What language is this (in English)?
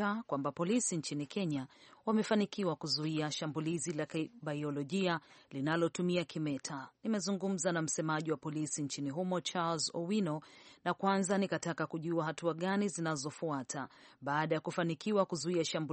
Swahili